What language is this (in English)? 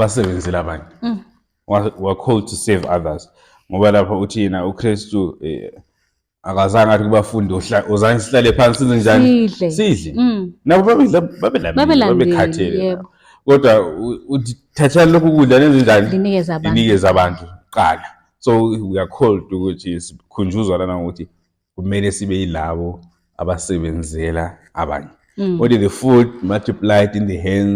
Zulu